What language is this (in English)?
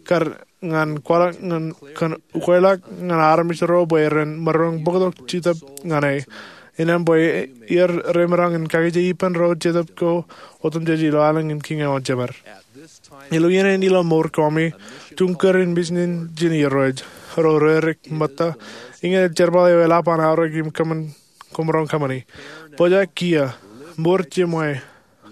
Marshallese